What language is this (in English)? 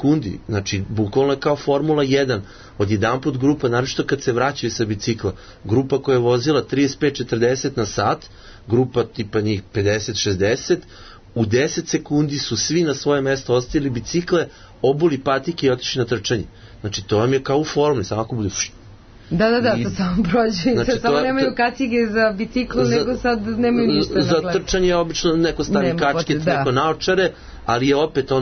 Serbian